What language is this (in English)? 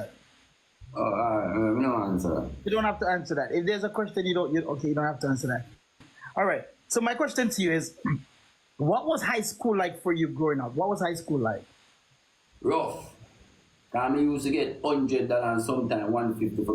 Jamaican Creole English